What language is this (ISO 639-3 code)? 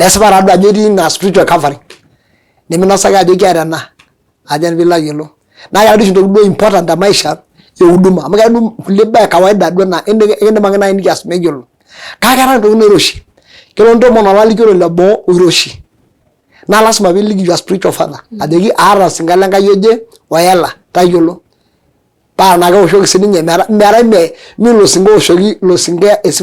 mas